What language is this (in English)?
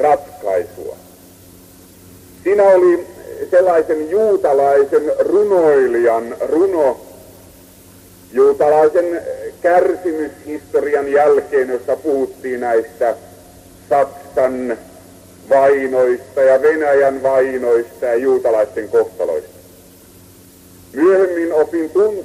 Finnish